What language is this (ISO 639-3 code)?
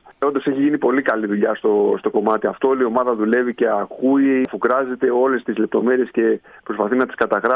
ell